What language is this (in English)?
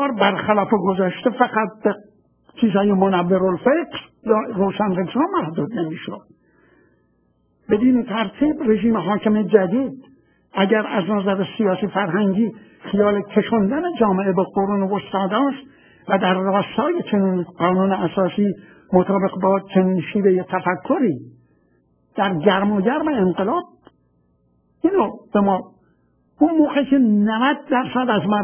Persian